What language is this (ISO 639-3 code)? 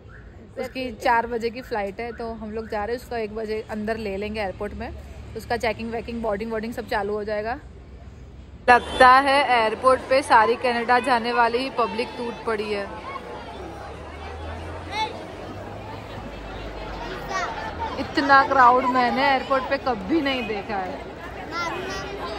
hin